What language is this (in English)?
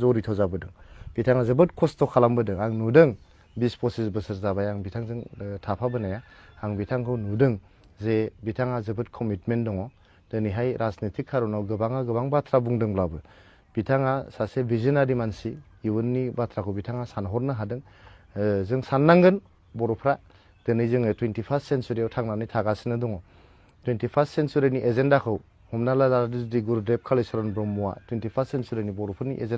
Bodo